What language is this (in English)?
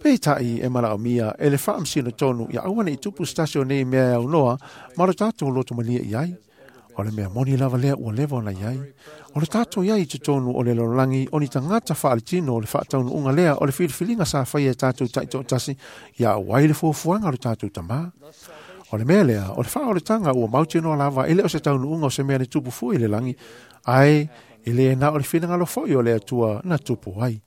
Samoan